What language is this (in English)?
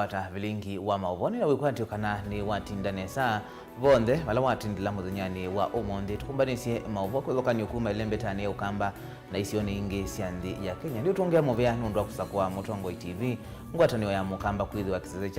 Kamba